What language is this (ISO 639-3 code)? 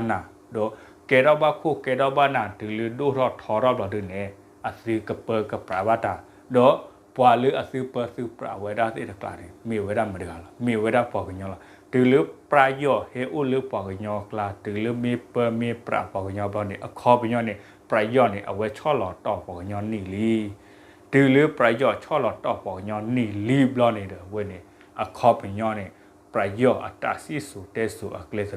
ksw